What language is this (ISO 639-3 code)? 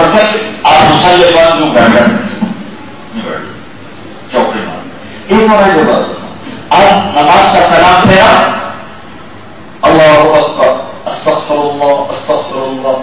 urd